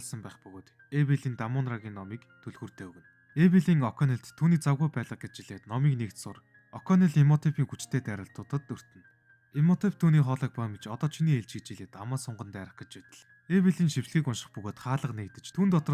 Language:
Mongolian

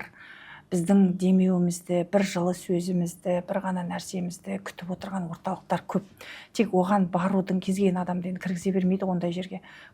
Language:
Kazakh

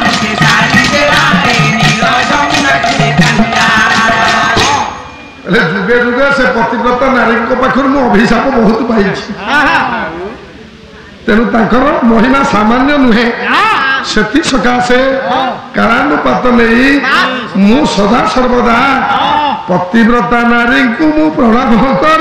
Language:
Odia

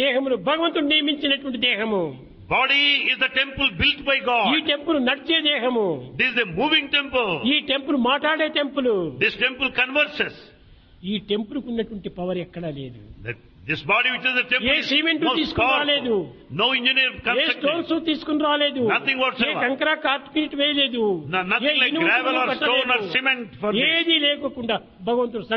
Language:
Telugu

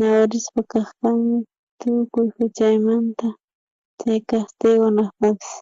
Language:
South Bolivian Quechua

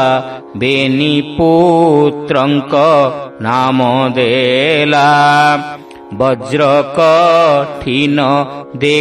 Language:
Odia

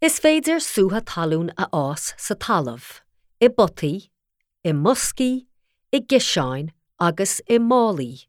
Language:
Irish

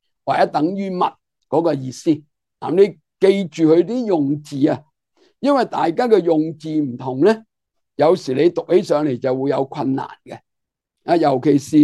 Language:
Cantonese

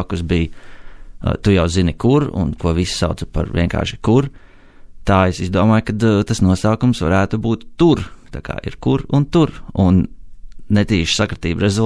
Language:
Latvian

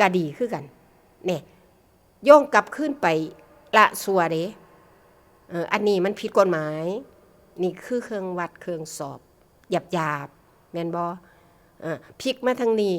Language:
Northeastern Thai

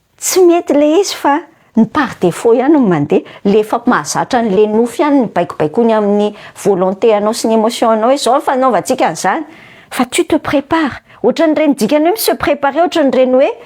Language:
Malagasy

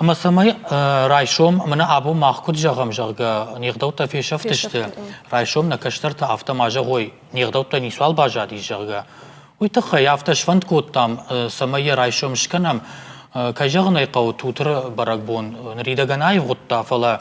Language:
Ossetic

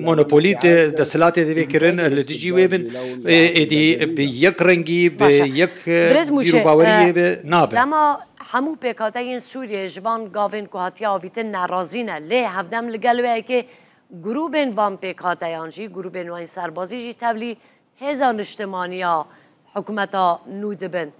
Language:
Kurdish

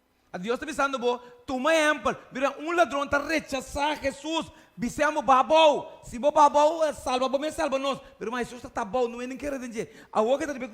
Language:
Papiamento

